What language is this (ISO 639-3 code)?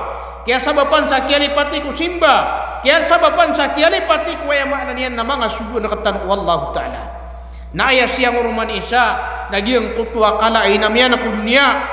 mrw